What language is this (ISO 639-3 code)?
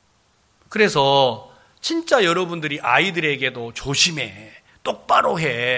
kor